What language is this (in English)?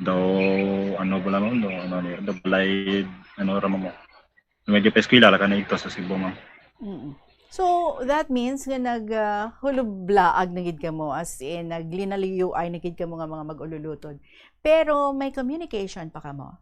Hiligaynon